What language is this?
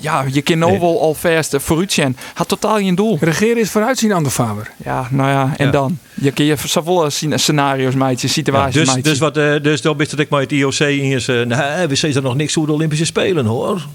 Western Frisian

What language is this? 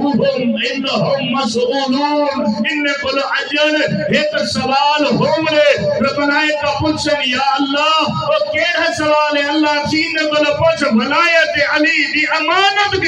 Saraiki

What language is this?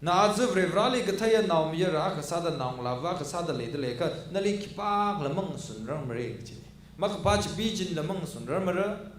Tangkhul Naga (India)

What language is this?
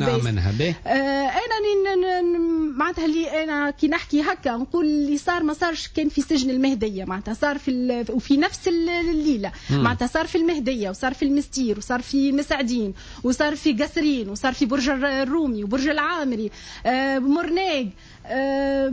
Tunisian Arabic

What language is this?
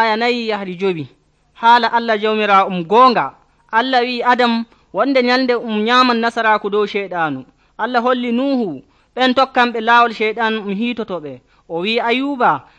Nigerian Fulfulde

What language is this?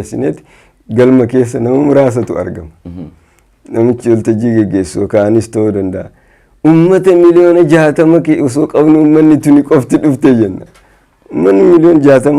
Oromo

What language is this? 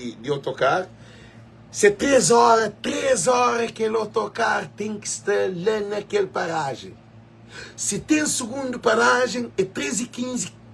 Kabuverdianu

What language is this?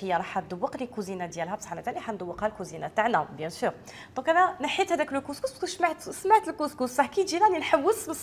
Algerian Arabic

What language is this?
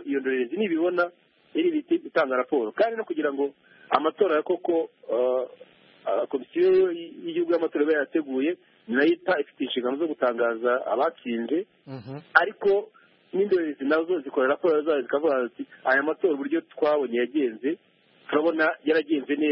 Kinyarwanda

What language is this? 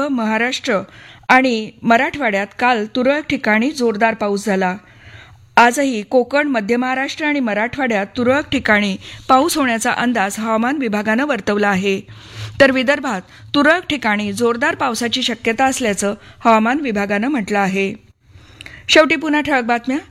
Marathi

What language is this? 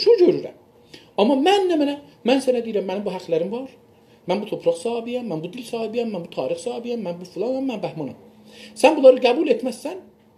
South Azerbaijani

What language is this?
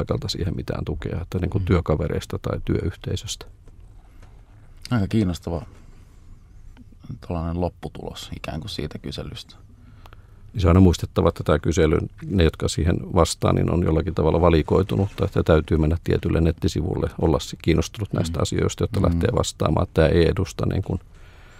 Finnish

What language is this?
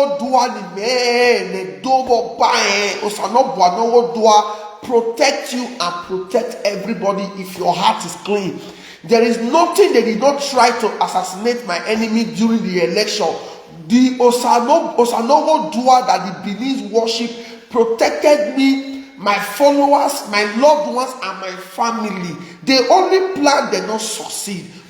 Nigerian Pidgin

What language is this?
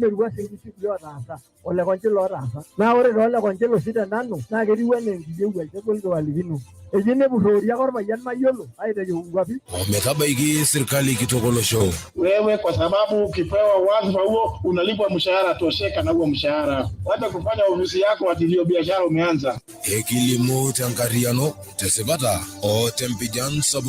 Masai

